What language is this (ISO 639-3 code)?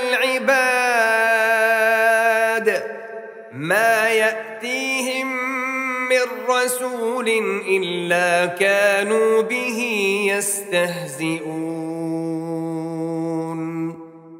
ara